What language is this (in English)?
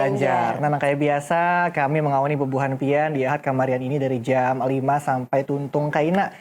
Banjar